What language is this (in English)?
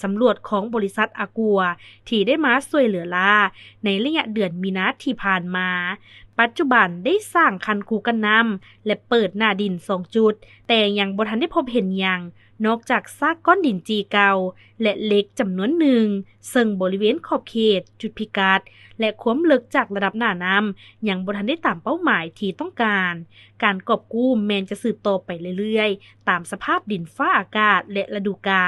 Lao